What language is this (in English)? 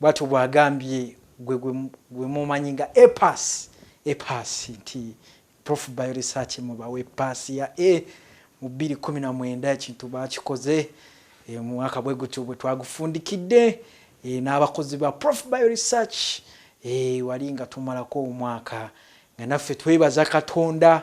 Ganda